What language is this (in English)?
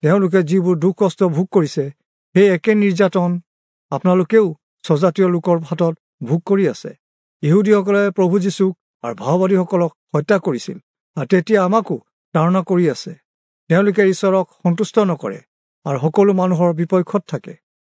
Assamese